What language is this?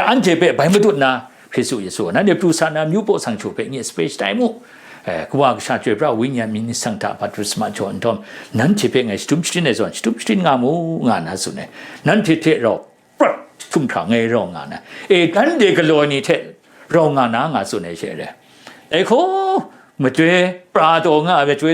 Kachin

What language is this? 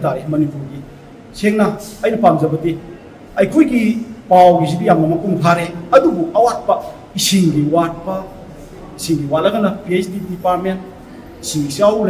Manipuri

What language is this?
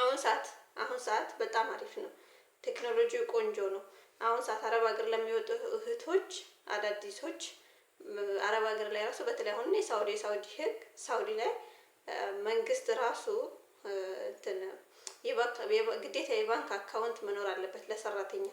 Amharic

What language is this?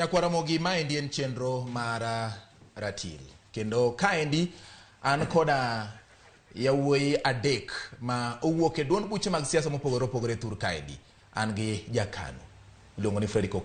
Luo (Kenya and Tanzania)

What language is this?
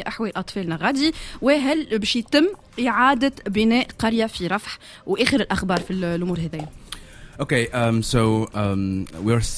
Tunisian Arabic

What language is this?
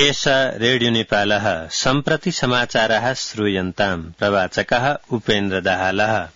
Sanskrit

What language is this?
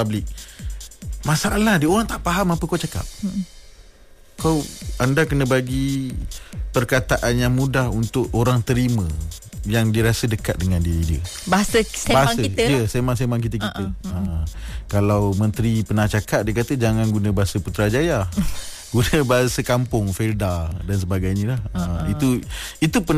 Malay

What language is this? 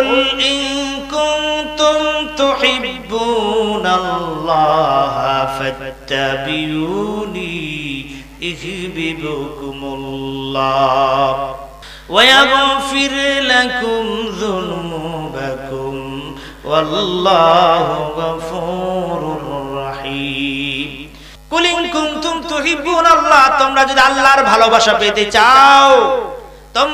Bangla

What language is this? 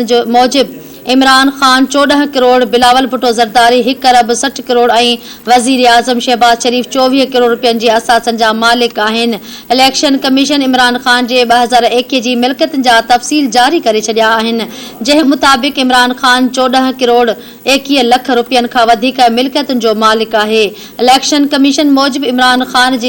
Sindhi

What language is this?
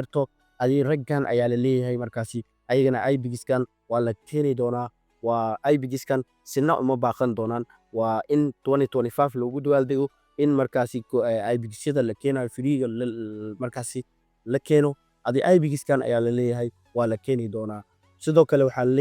Somali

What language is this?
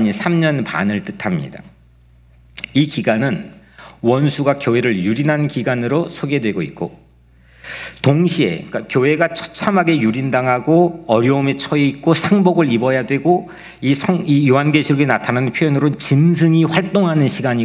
Korean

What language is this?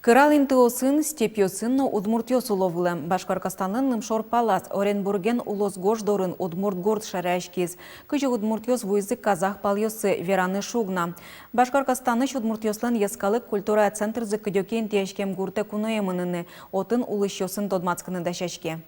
Udmurt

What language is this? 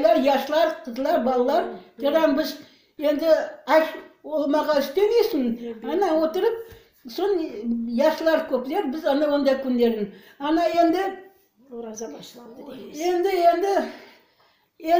Crimean Tatar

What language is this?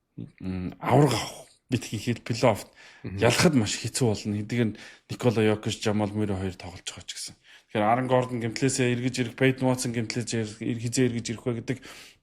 Mongolian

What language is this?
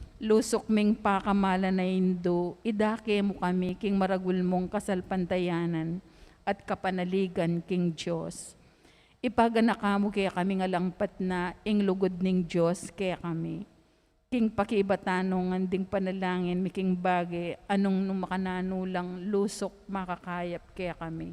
Pampanga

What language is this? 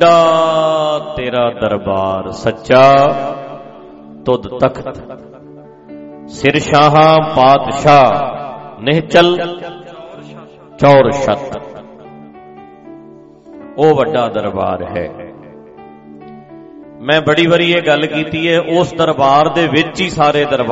Punjabi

